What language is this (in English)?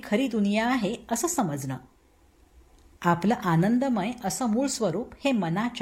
Marathi